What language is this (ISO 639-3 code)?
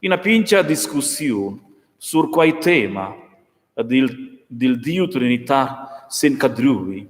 roh